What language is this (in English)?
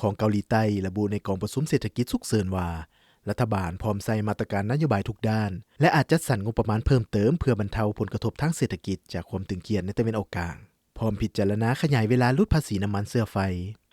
Lao